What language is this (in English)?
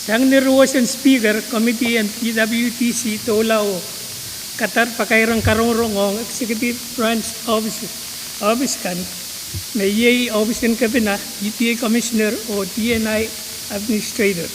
Pohnpeian